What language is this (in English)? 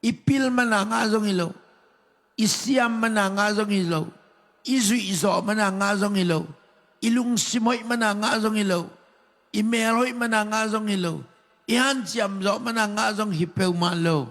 Tedim Chin